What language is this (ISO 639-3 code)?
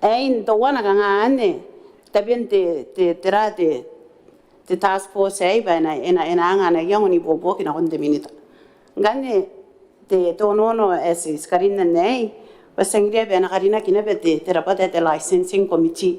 gil